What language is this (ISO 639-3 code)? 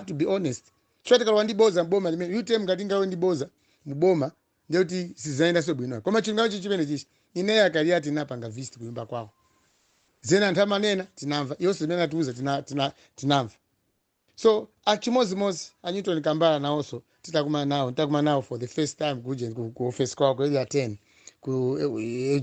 nya